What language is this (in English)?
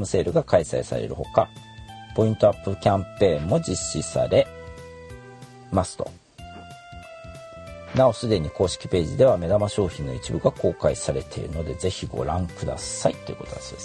Japanese